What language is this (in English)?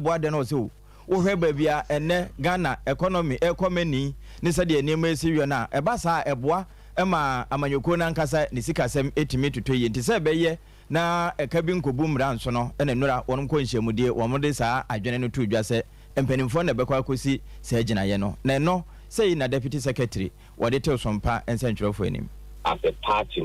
Akan